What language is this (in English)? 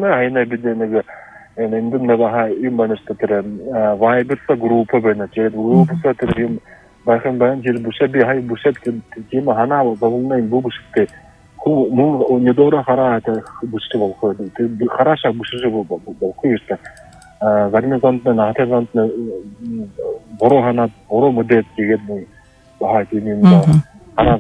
Buriat